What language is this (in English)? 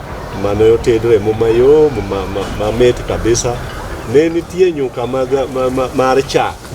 Luo (Kenya and Tanzania)